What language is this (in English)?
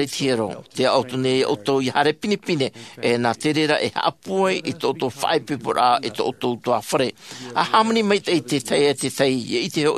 Tahitian